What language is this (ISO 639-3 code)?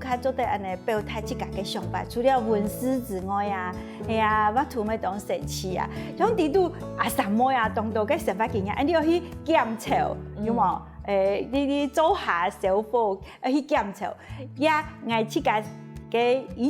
hak